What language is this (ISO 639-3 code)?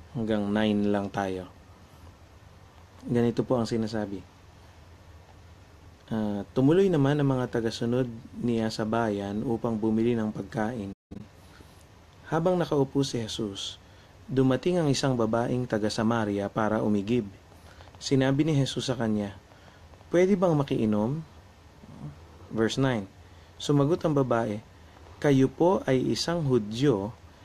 fil